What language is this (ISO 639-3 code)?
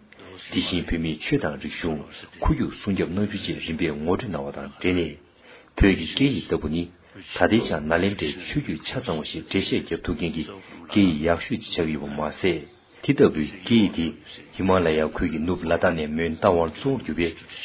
bod